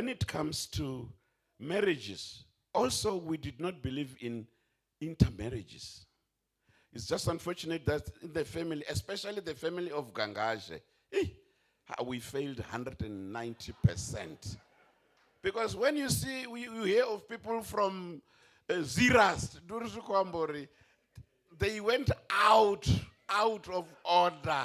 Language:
Venda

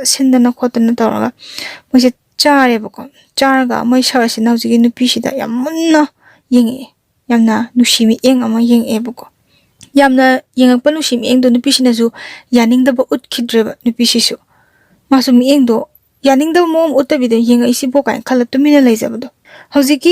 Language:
Manipuri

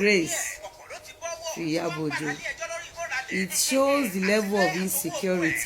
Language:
Yoruba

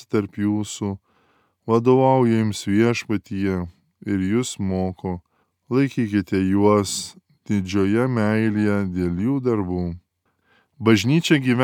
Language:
Lithuanian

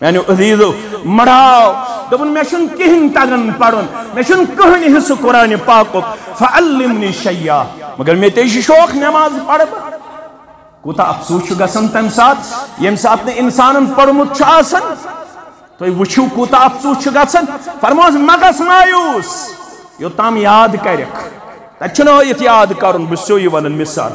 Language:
Kashmiri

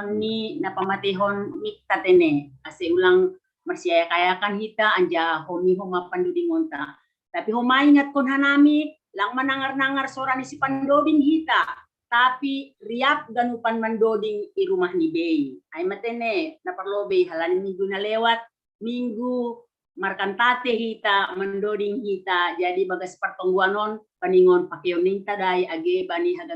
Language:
Batak Simalungun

